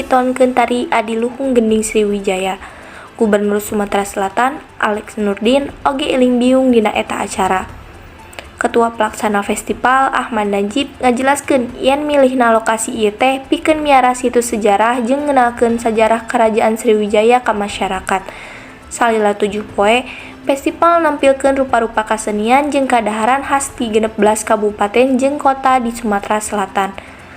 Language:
Sundanese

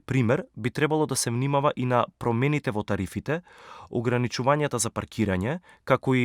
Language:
Macedonian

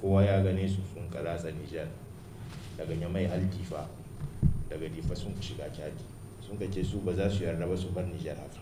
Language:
Hausa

